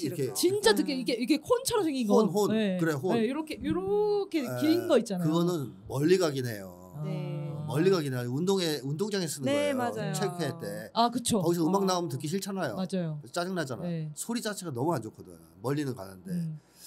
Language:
Korean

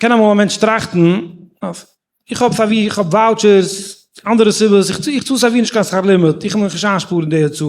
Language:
Yiddish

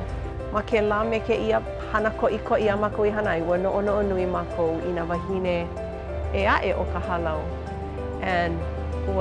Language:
Hawaiian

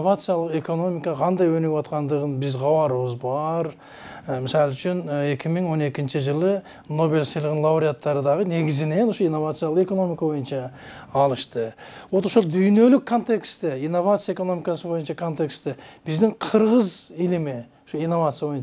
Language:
Kyrgyz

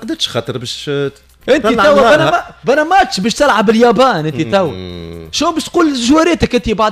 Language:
Tunisian Arabic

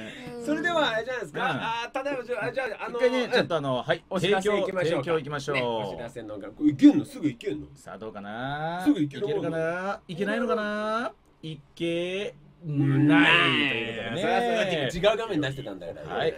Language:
Japanese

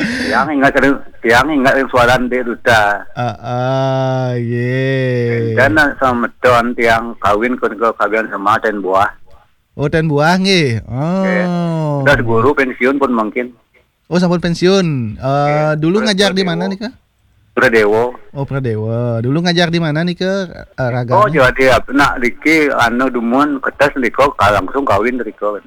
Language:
Balinese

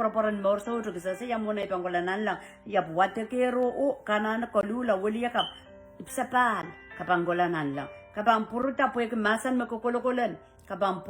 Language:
Pohnpeian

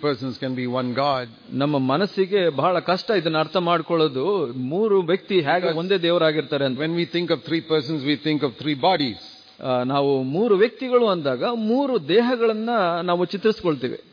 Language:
Kannada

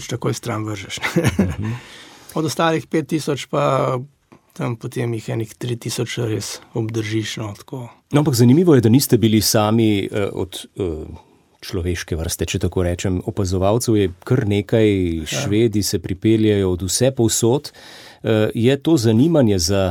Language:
Slovenian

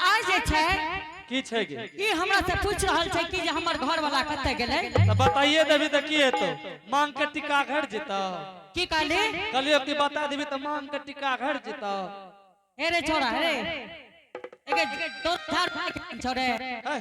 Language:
Angika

